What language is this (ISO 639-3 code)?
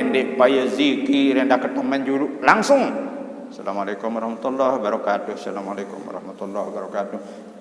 sas